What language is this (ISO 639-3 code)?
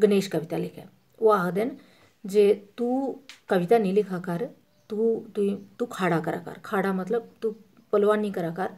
doi